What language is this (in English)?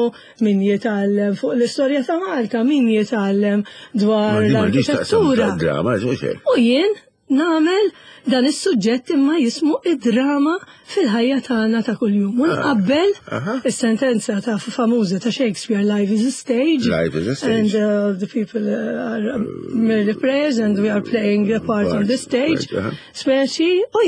Maltese